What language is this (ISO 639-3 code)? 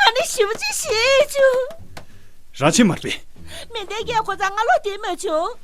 bod